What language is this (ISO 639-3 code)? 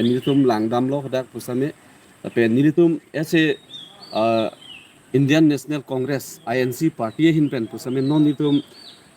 mjw